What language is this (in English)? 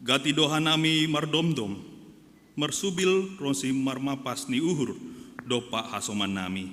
Batak Simalungun